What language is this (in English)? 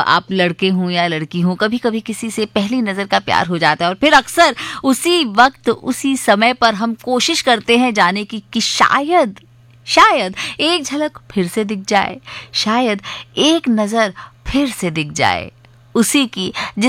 Hindi